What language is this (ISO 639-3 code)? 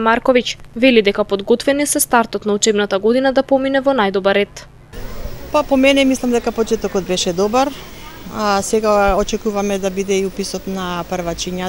mkd